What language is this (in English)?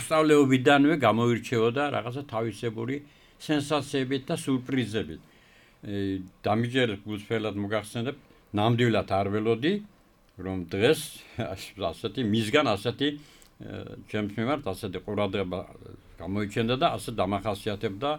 Georgian